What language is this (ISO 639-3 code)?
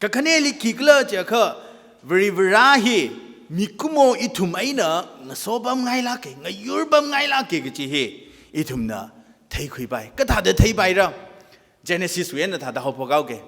nmf